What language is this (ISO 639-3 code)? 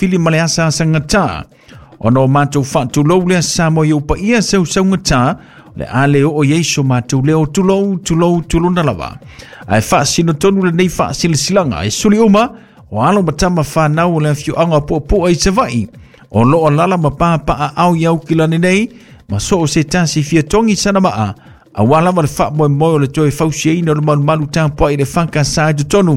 smo